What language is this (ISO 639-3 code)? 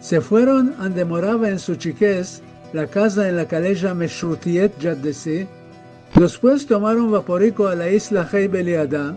lad